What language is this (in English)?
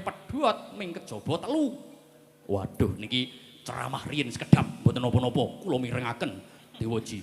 Javanese